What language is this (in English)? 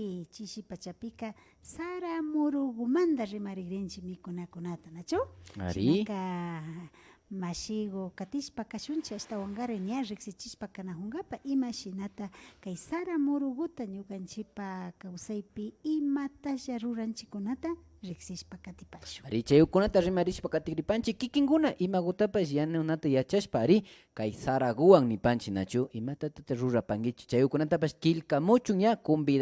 Imbabura Highland Quichua